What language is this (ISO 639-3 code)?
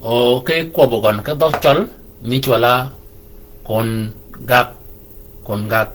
shk